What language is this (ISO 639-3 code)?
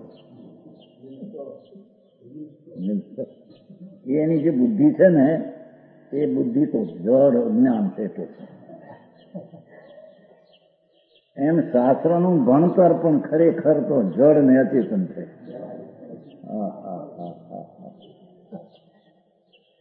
guj